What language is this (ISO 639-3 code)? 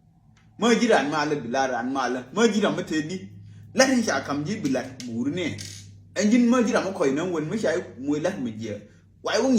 nus